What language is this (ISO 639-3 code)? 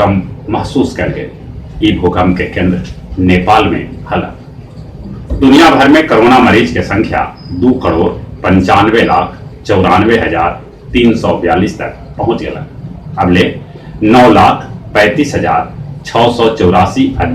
mag